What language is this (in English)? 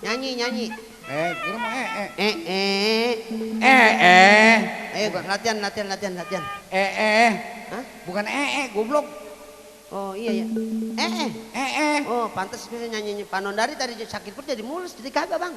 Betawi